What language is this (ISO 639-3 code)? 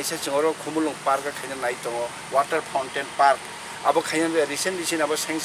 trp